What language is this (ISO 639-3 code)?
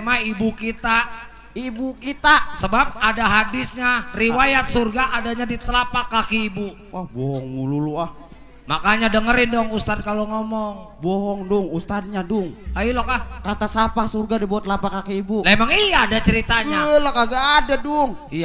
bew